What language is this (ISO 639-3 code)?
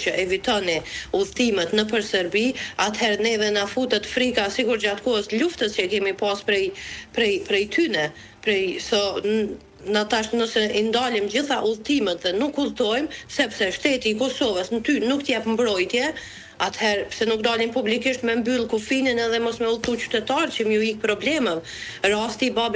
sqi